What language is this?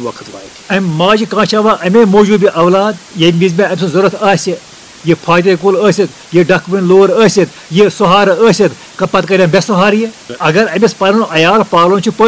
Kashmiri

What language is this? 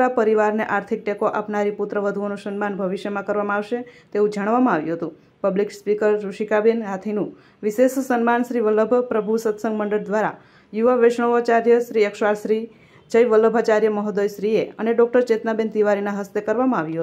Gujarati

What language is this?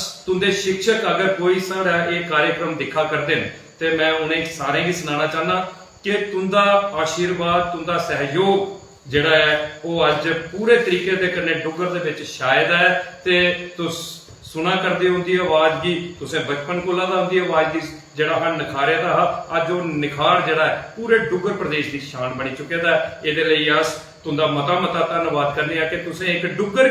Dogri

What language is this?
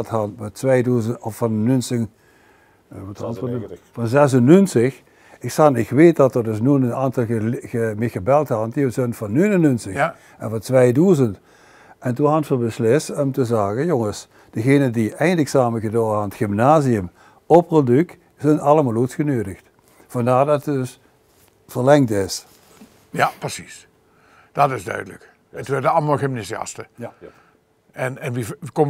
Limburgish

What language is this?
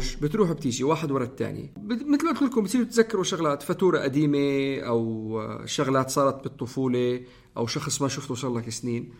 North Levantine Arabic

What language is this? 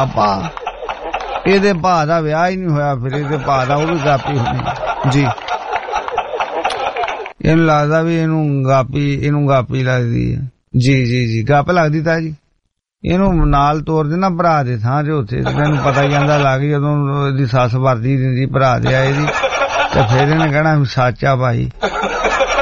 Punjabi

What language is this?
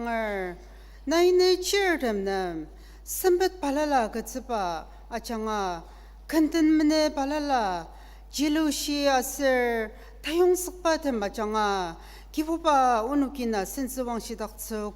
Ao Naga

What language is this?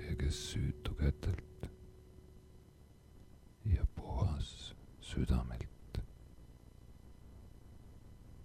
Estonian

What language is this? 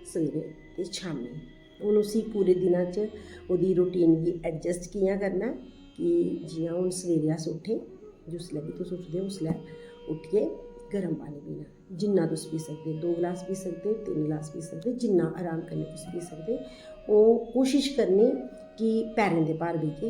Dogri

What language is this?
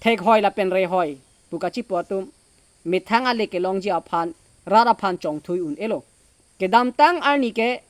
Karbi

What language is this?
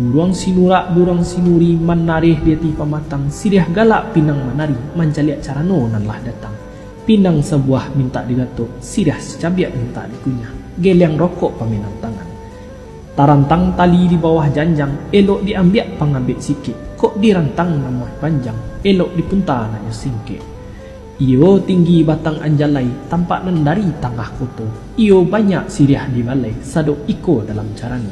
Minangkabau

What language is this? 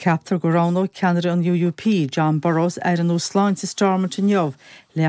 Irish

